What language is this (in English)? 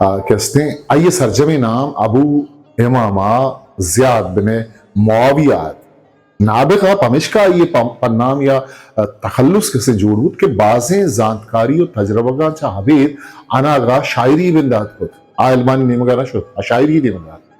Eastern Balochi